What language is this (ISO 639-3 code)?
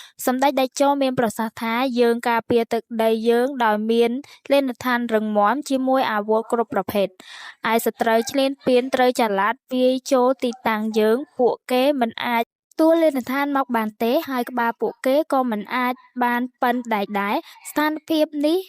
khm